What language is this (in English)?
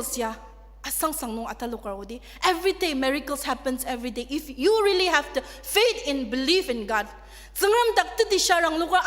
Ao Naga